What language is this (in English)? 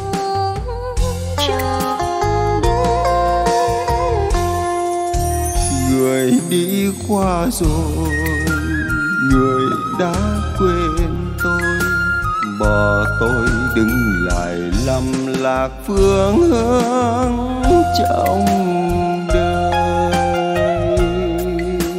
Vietnamese